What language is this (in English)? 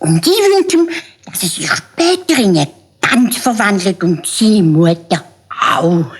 Swiss German